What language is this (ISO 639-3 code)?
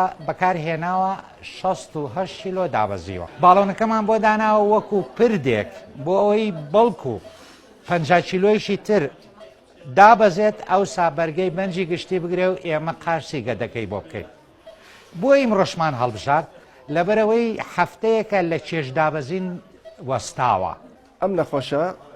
ckb